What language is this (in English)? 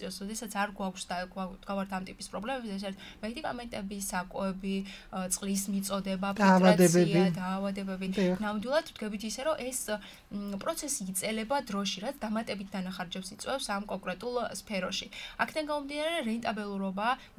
Georgian